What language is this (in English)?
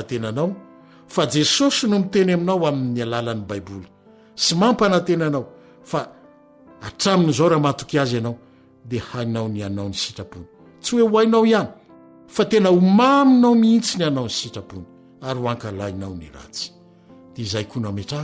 Malagasy